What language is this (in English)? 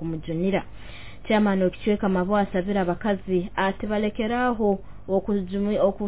Nyoro